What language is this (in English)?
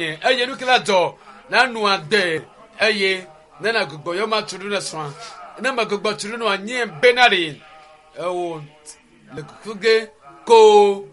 Ewe